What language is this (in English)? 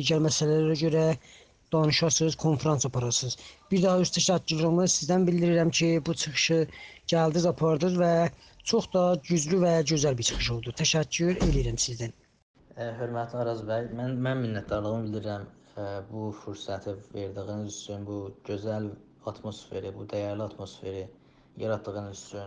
South Azerbaijani